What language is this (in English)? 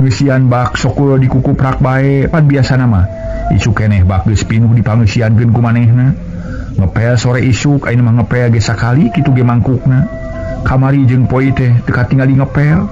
Sundanese